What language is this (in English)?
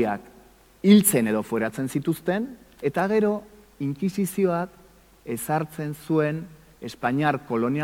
Basque